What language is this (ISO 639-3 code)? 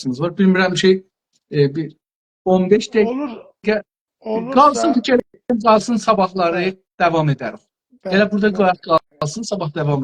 azb